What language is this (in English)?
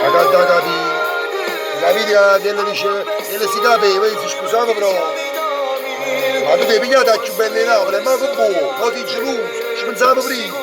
Neapolitan